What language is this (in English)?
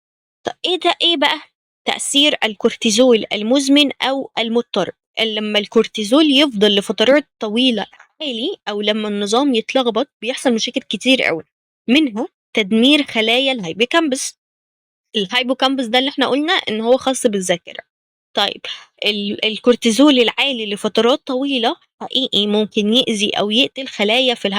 Egyptian Arabic